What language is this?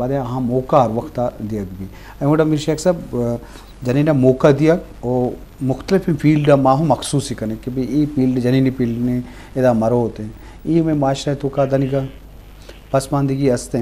Eastern Balochi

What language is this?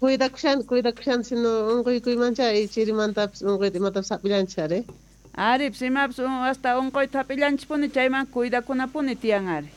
Quechua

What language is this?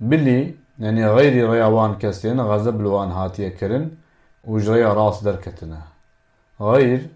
Kurdish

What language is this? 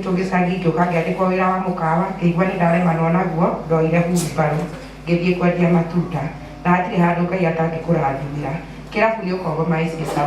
Kikuyu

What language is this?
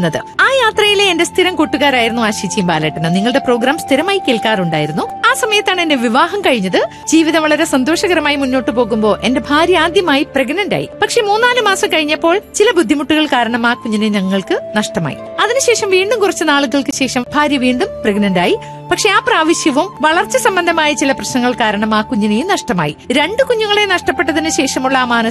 Malayalam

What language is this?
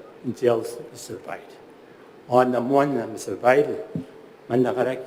Gilbertese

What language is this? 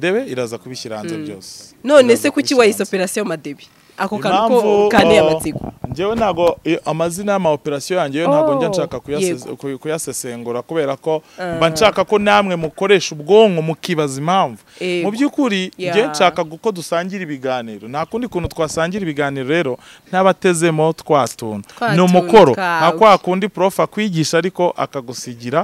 Kinyarwanda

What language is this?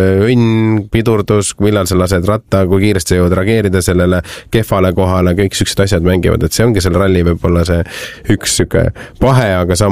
Estonian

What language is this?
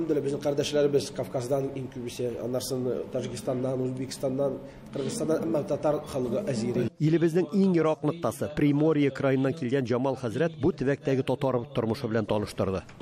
Tatar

